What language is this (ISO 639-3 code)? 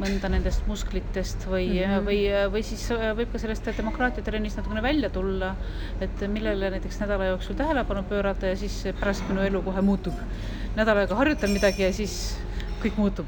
est